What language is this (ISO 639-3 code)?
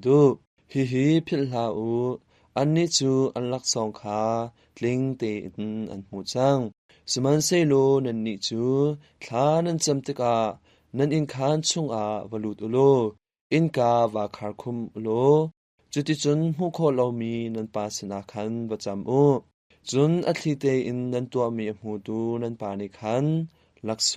cnh